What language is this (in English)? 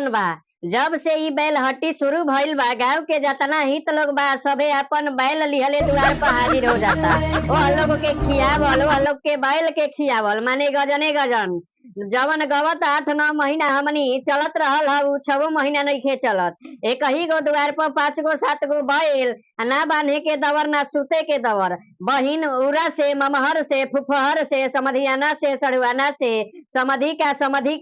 Bhojpuri